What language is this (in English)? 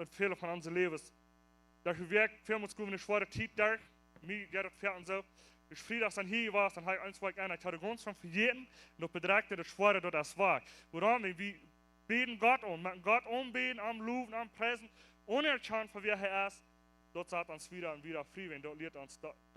Plautdietsch